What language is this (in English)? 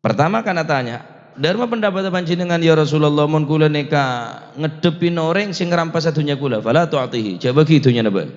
Madurese